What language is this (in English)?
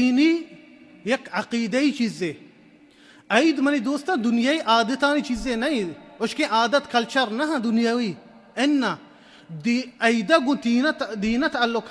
Baluchi